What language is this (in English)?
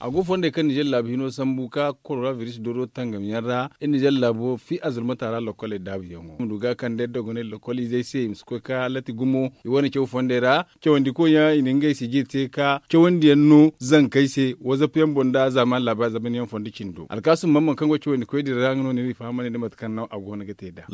Zarma